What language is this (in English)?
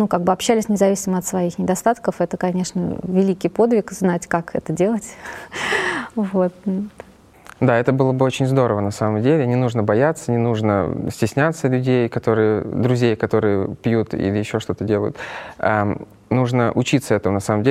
Russian